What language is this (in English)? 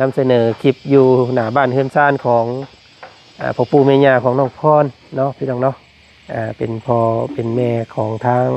Lao